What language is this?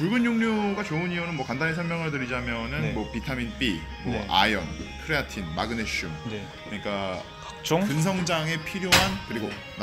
Korean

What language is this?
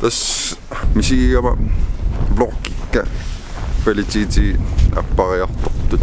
Kalaallisut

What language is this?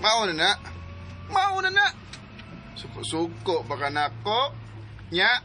Cebuano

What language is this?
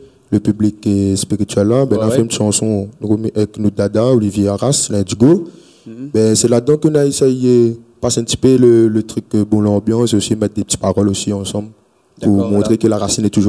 Réunion Creole French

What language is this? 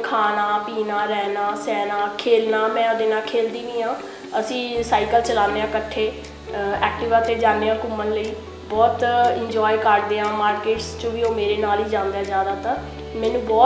Punjabi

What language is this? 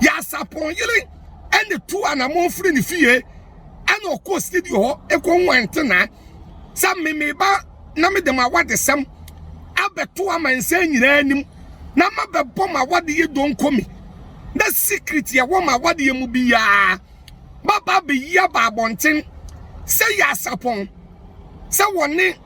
Akan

